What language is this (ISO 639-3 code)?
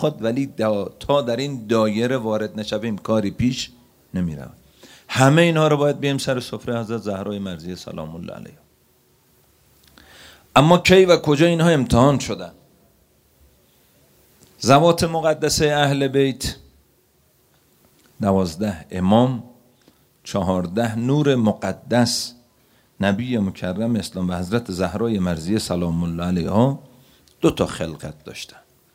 fas